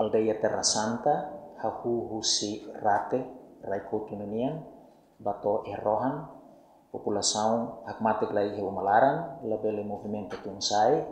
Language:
Tetum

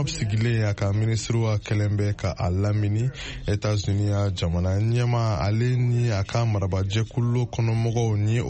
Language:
Bambara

